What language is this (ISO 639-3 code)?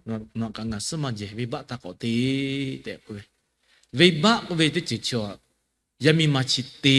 lhu